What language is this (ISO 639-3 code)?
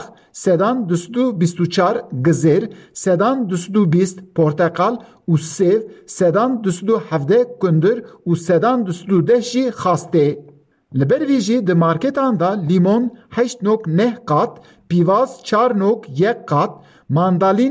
kur